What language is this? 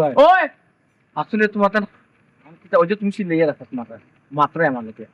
Sylheti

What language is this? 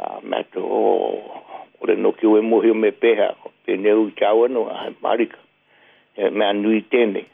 Māori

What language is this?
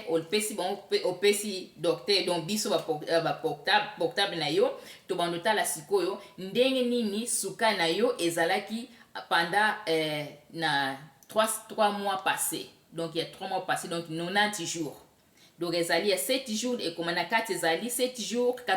Lingala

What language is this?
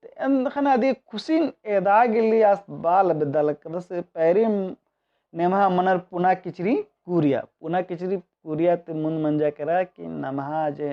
Kurukh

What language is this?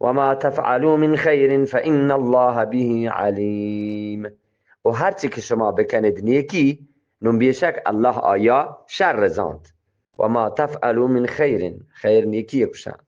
Eastern Balochi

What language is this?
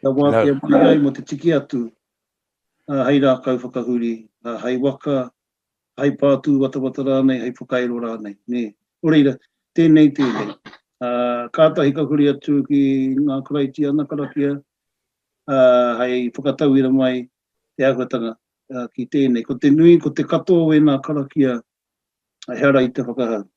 Māori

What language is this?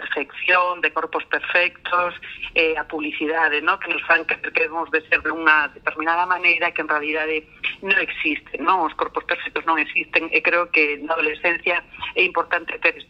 Galician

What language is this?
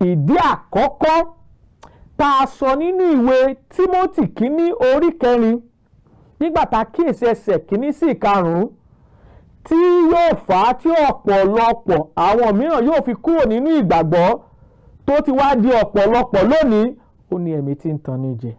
Yoruba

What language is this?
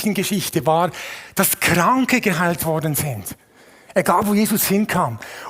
Swiss German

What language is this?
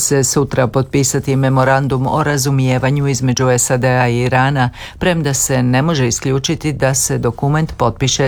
Croatian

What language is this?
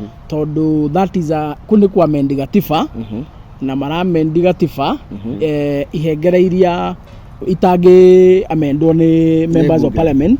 Kikuyu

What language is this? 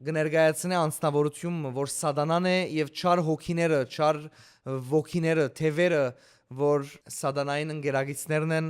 Western Armenian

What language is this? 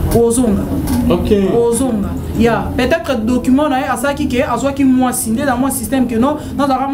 Lingala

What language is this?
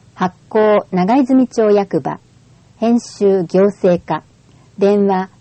Japanese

